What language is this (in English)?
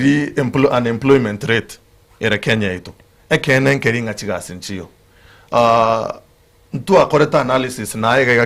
Gusii